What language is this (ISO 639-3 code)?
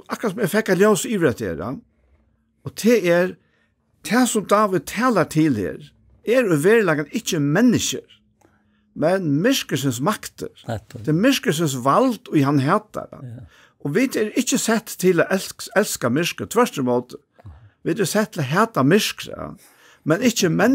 fao